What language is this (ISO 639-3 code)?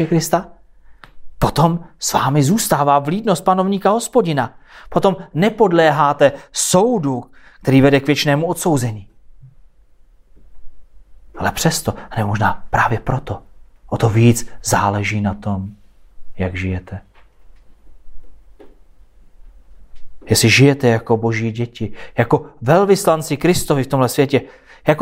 ces